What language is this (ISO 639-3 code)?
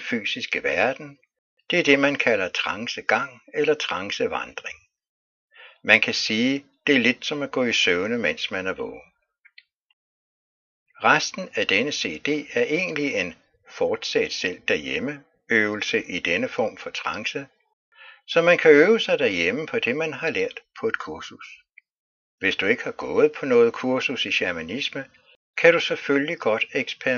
dan